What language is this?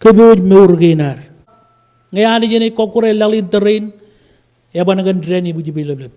Marshallese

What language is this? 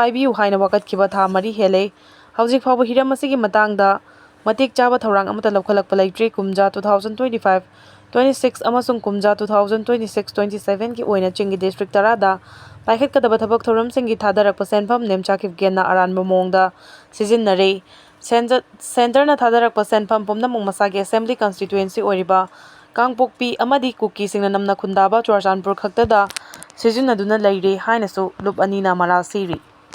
Manipuri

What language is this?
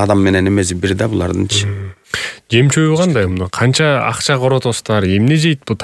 Kyrgyz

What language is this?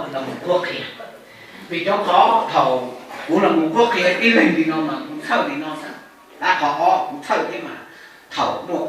Hmong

